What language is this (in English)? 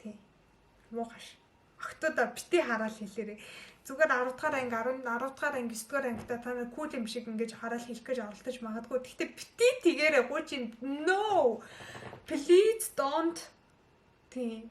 Mongolian